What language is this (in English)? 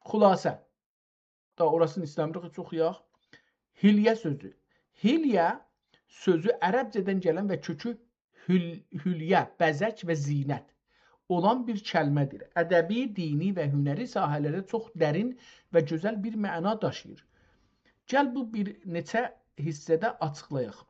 South Azerbaijani